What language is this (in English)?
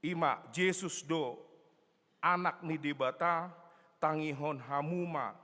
Batak Toba